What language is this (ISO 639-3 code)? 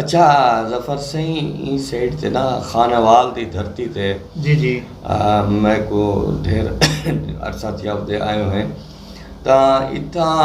skr